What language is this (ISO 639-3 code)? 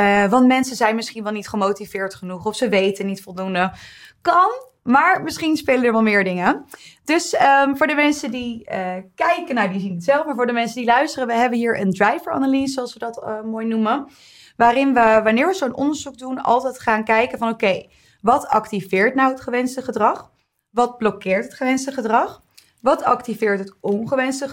nld